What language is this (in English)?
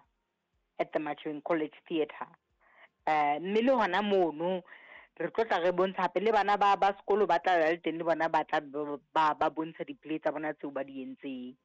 Southern Sotho